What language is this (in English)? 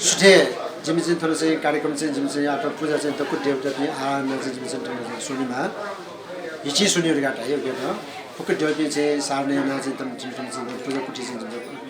Newari